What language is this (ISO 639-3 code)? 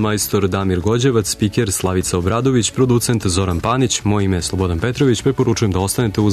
srp